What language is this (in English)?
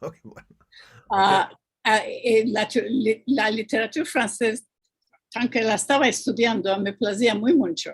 Ladino